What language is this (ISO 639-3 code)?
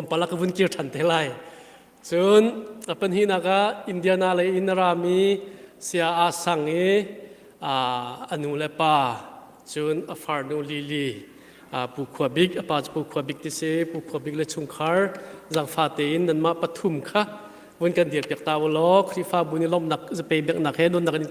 cnh